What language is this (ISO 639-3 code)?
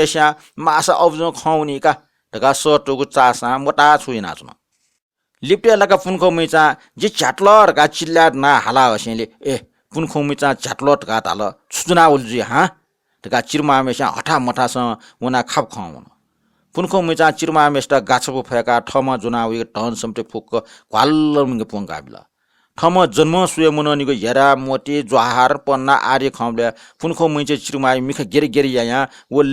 new